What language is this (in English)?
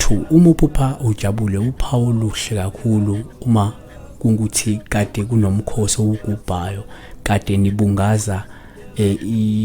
Zulu